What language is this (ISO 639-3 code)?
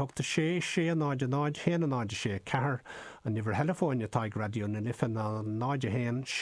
gle